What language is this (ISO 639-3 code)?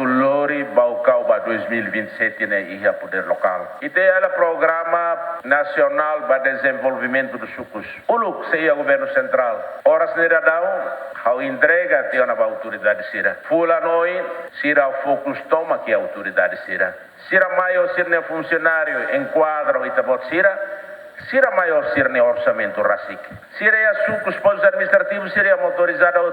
tet